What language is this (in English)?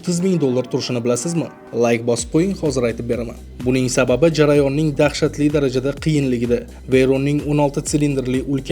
Uzbek